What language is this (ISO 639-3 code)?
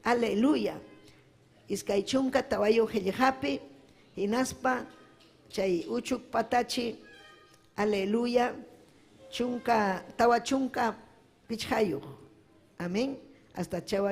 quy